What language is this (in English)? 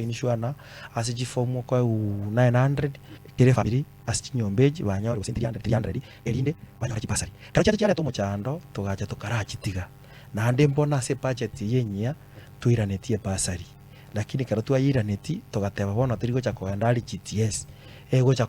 Gusii